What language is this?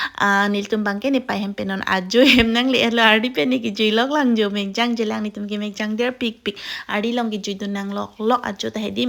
Karbi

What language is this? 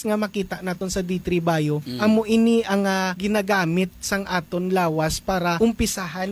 Hiligaynon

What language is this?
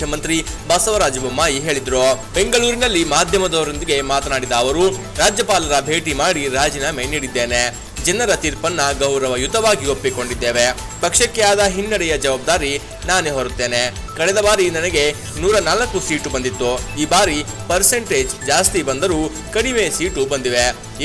Kannada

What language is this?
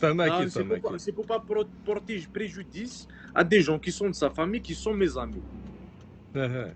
Kabyle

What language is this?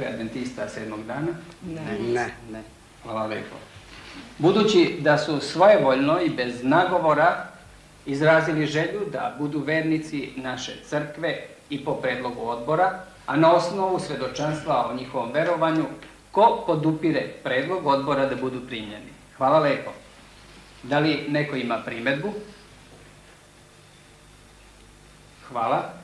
Serbian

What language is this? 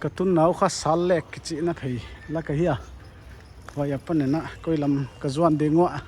Paite Chin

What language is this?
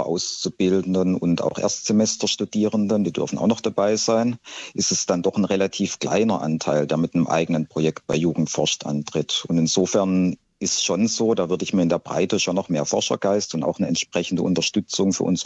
German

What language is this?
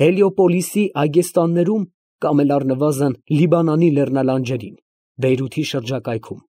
Armenian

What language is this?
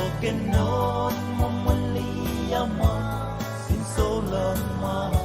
Pohnpeian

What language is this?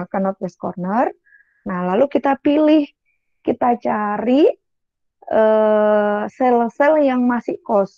Indonesian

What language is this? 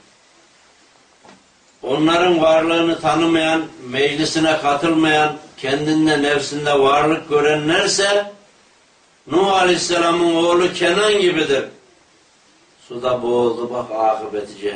Turkish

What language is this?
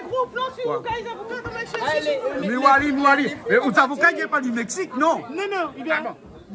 Réunion Creole French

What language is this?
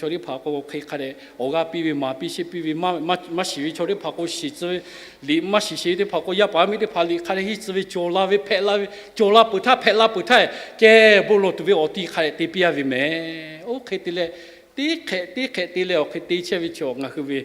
Lahu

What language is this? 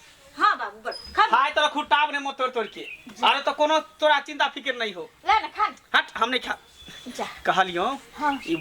Maithili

